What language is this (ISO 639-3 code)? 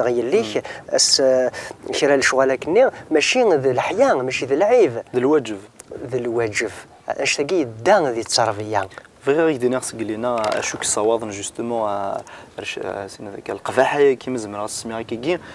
kab